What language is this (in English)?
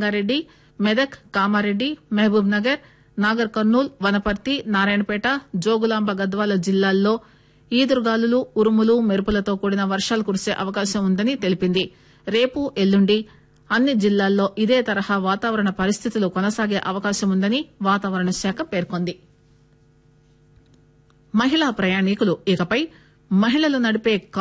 Telugu